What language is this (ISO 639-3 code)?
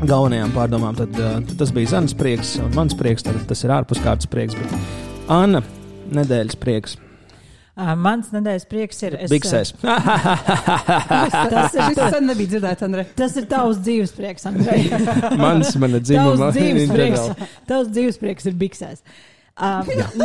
lav